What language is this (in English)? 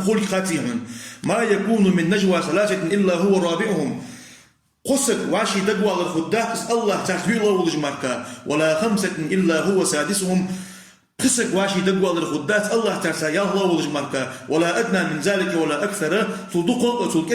Ingush